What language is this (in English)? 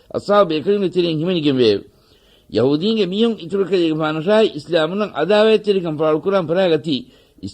Divehi